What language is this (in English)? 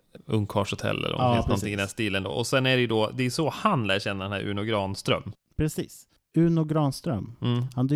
Swedish